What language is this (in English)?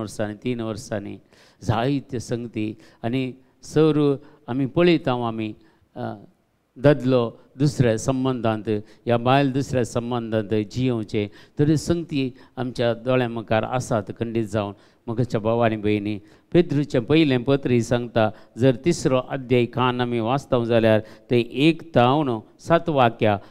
Konkani